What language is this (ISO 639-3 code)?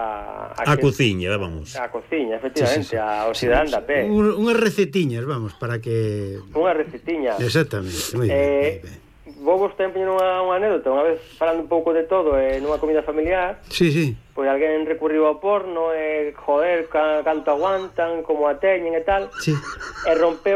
glg